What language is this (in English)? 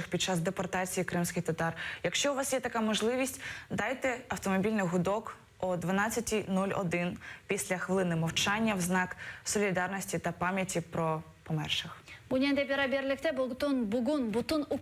Crimean Tatar